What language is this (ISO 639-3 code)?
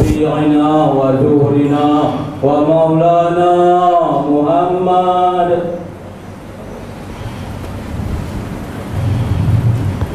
msa